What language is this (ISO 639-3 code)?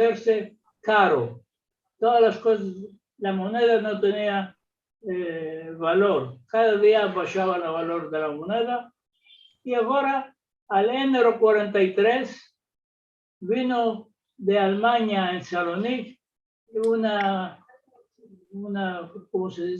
lad